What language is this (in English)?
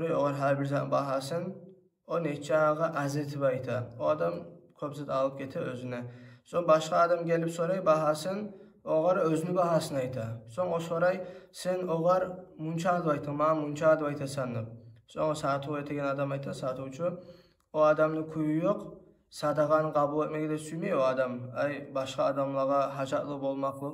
Kumyk